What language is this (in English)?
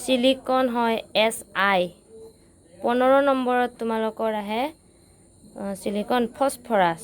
Assamese